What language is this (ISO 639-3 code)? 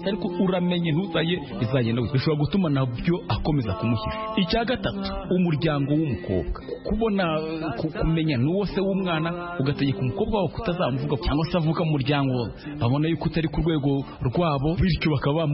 kin